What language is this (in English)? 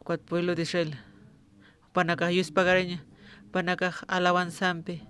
Aymara